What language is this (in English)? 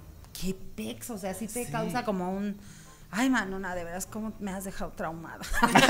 Spanish